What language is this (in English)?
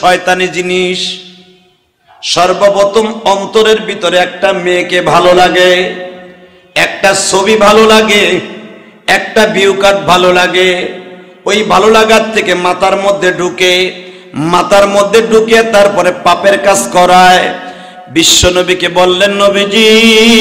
Bangla